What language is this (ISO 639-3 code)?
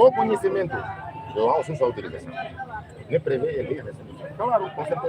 tet